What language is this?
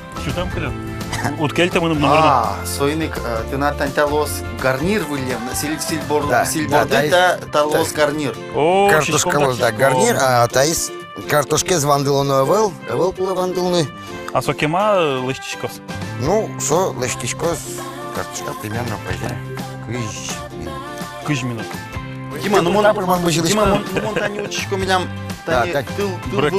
Udmurt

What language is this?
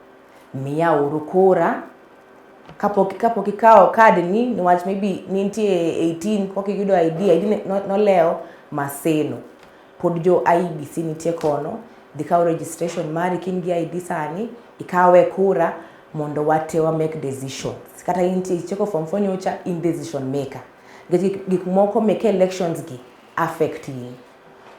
Luo (Kenya and Tanzania)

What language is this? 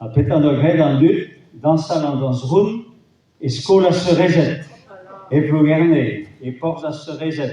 Breton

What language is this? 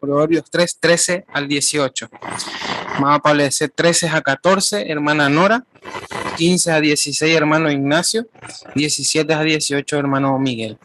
Guarani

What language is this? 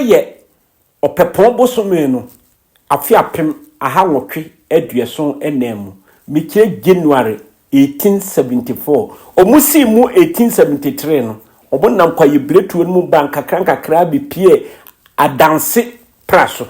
Akan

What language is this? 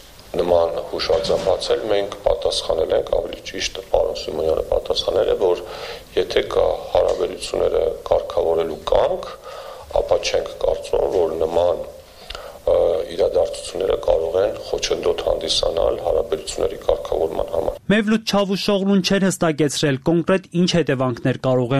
Armenian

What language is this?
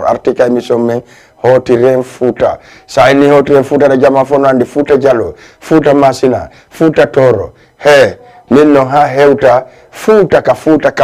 Fula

